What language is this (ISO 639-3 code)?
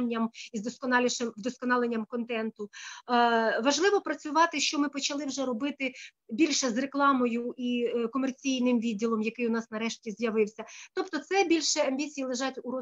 ukr